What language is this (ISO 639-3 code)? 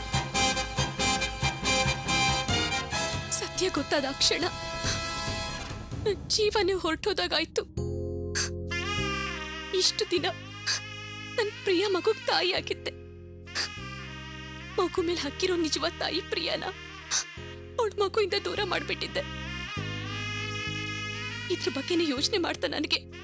kan